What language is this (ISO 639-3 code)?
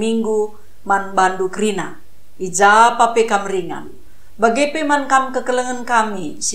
btx